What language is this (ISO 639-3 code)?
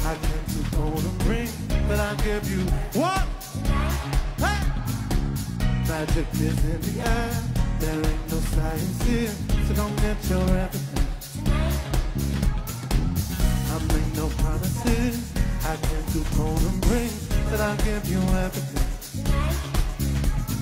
eng